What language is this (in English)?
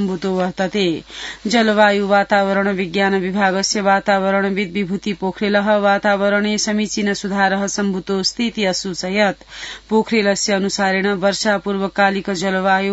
Sanskrit